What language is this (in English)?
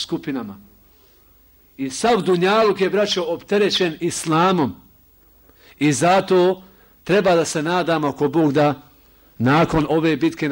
Bosnian